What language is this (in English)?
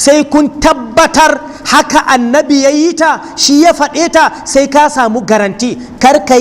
Hausa